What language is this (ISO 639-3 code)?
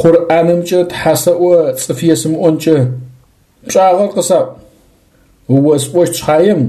ady